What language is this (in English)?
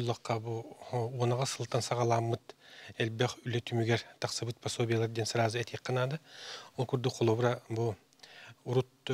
Yakut